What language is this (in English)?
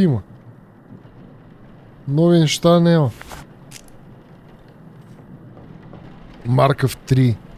Bulgarian